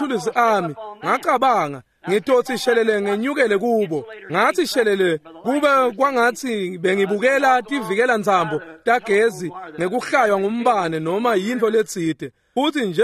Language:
Swati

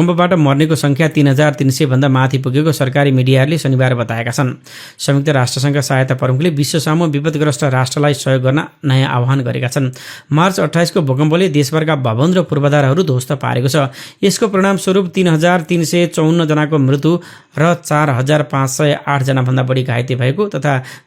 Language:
Nepali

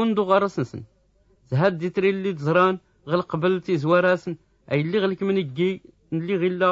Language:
Tachelhit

